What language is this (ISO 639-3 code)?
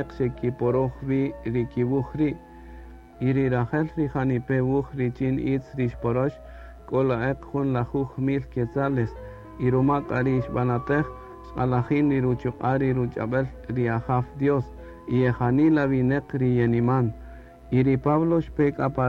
cak